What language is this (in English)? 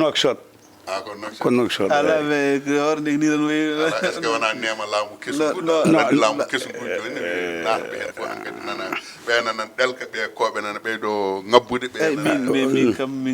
Fula